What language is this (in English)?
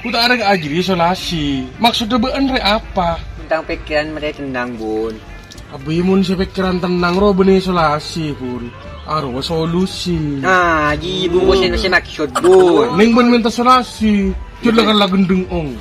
Madurese